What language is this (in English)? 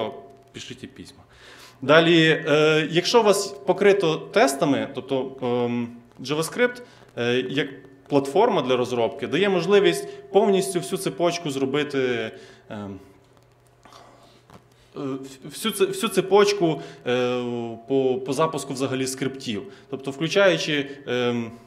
Ukrainian